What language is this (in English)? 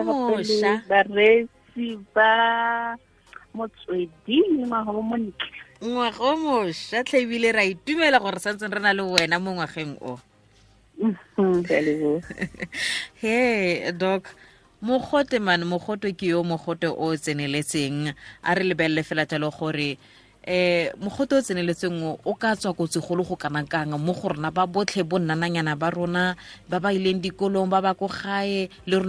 Tswana